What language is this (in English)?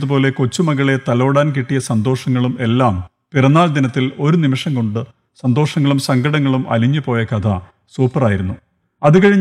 Malayalam